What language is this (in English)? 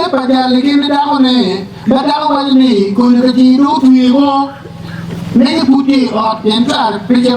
Acoli